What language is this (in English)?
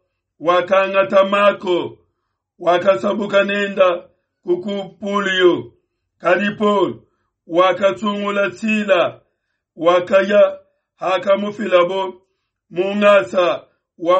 Luba-Lulua